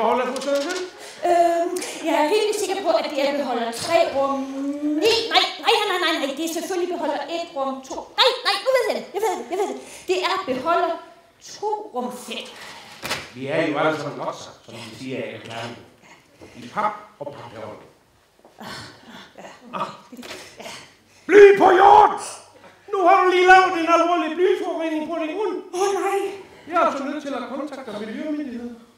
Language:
Danish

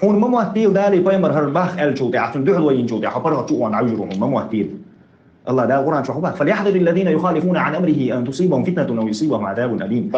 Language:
Chechen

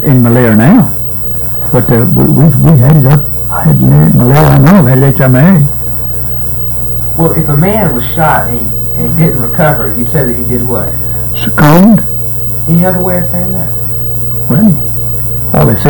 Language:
English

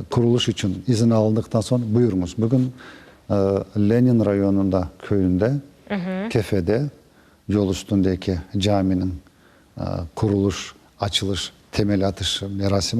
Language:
Crimean Tatar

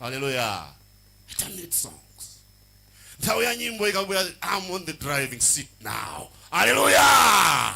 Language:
Nyanja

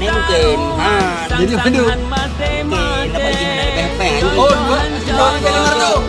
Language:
Achinese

